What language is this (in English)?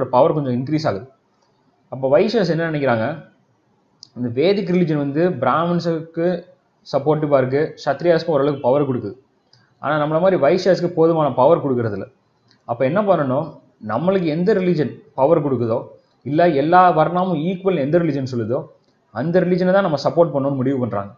Tamil